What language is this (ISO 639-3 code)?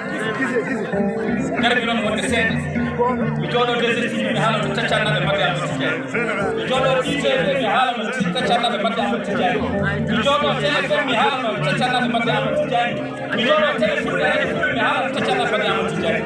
ful